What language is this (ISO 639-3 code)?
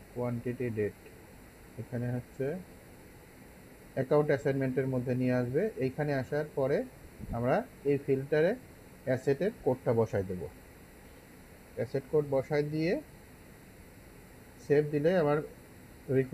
ben